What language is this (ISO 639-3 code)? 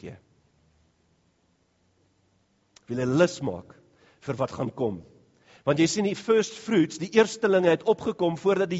afr